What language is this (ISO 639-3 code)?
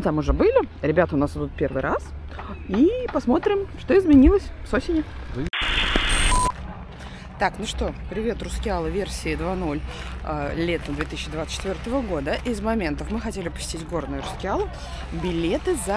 rus